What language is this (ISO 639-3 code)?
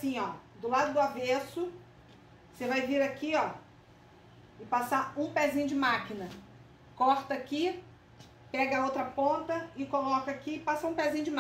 por